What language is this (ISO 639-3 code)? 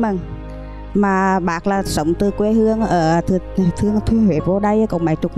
vie